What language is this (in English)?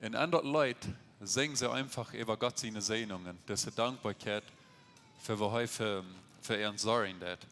Plautdietsch